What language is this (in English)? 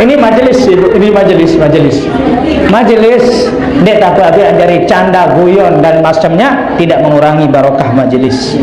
Sasak